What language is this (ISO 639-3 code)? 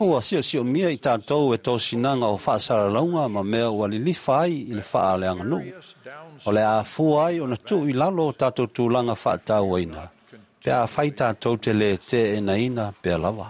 smo